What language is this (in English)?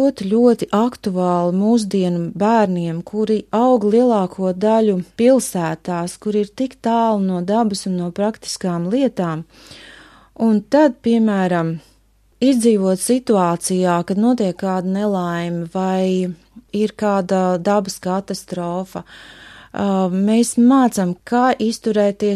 Latvian